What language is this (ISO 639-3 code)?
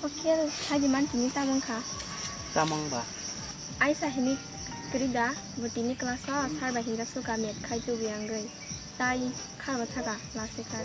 trp